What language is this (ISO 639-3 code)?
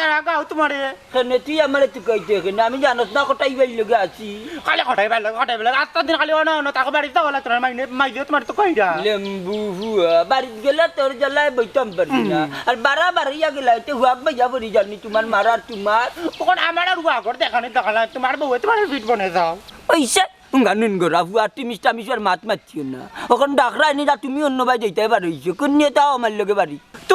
syl